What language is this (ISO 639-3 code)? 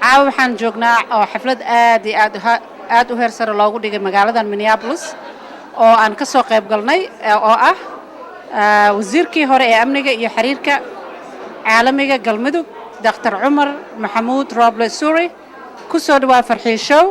som